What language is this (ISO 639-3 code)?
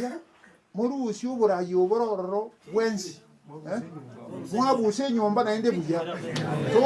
guz